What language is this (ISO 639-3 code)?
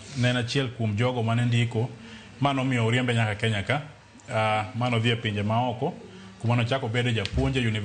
luo